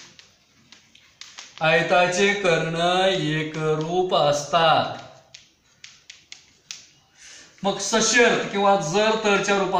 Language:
Marathi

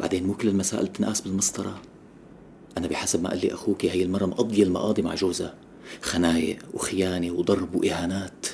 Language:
North Levantine Arabic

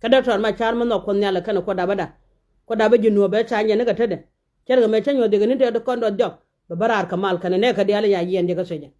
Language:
Nuer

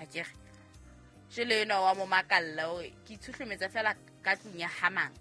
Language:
Southern Sotho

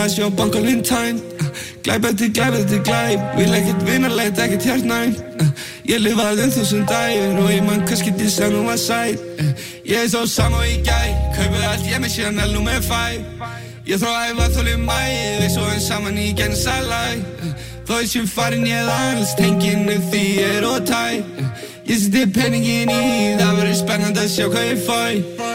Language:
Icelandic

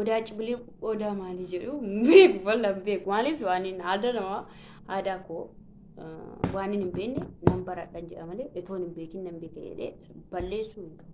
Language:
Oromo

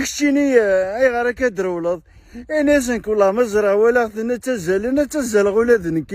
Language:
Kabyle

